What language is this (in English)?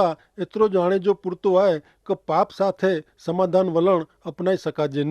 Kachhi